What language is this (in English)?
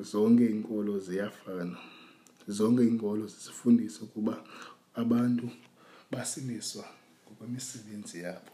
Xhosa